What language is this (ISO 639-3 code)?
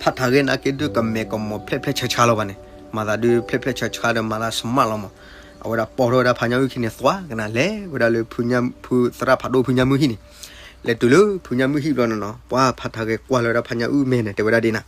ksw